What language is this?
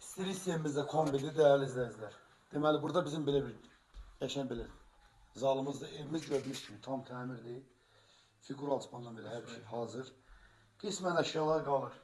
Azerbaijani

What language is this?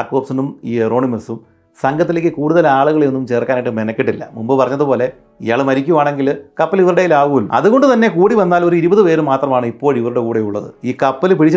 Malayalam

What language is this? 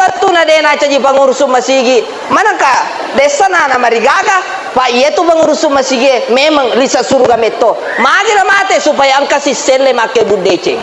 Buginese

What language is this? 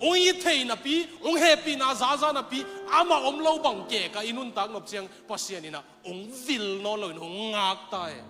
Tedim Chin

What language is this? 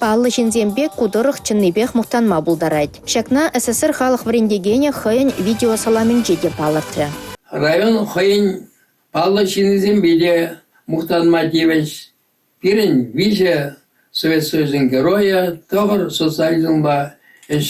Chuvash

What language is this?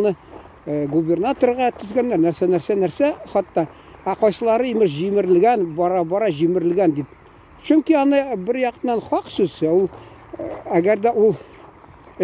Tatar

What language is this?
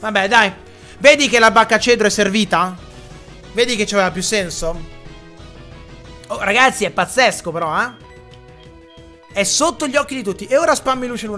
Italian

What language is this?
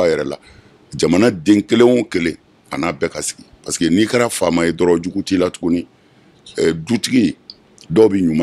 Bambara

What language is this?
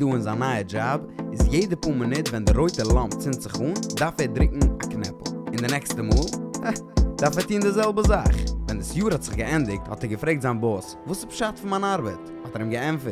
Yiddish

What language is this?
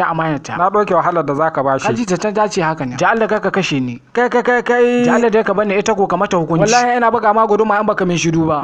Hausa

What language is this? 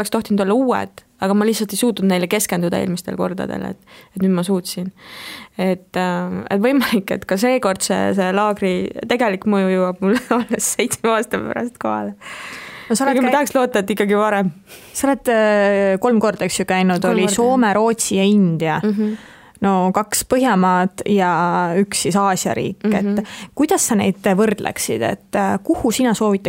Estonian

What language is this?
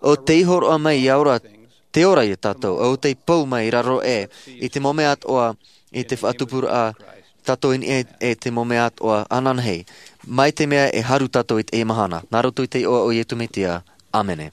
Tahitian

